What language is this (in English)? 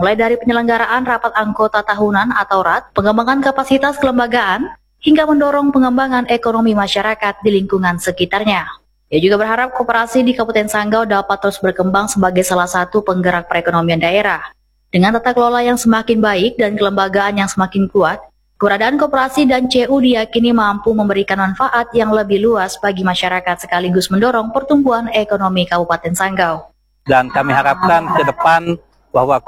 Indonesian